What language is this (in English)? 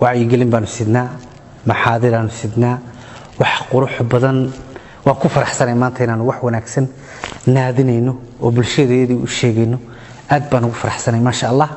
Somali